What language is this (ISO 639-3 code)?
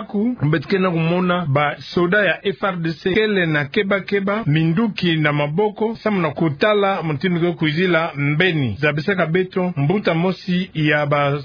ktu